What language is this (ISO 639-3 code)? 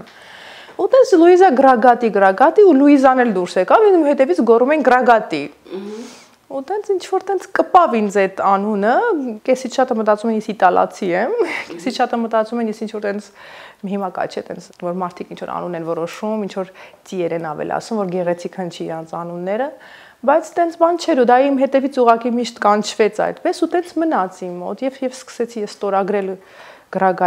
hye